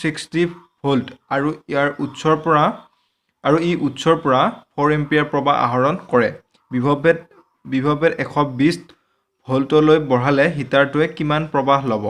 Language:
Assamese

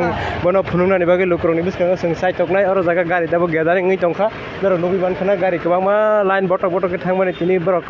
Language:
Kok Borok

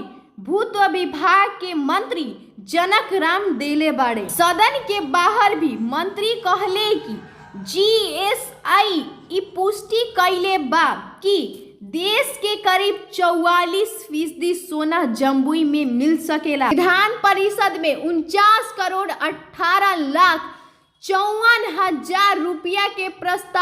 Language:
Bhojpuri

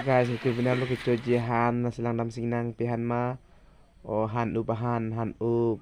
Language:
Karbi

